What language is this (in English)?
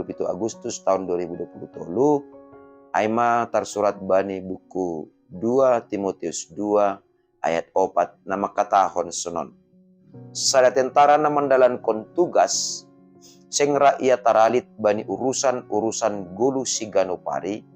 Batak Simalungun